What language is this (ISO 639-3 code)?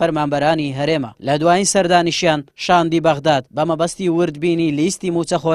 ckb